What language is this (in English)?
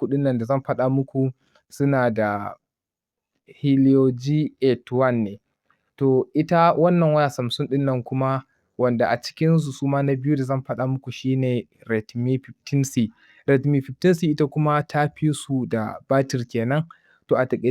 Hausa